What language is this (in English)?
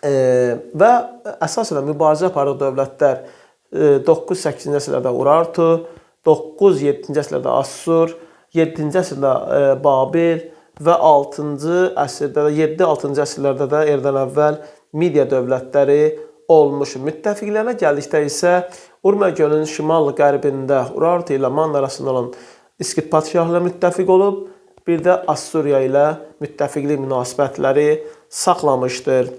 Azerbaijani